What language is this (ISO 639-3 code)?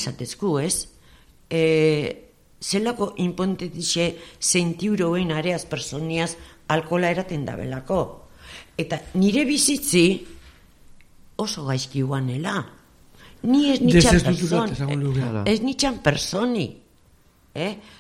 eus